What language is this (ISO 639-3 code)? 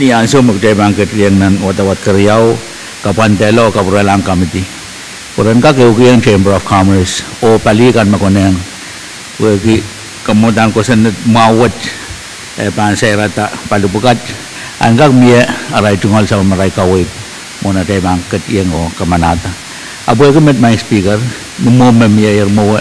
pon